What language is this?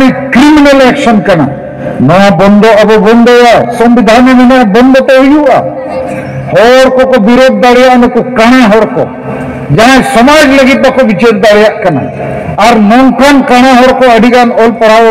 Santali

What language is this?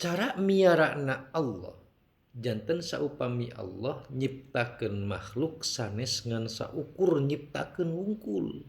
Sundanese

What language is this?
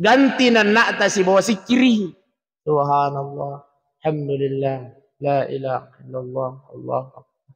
Buginese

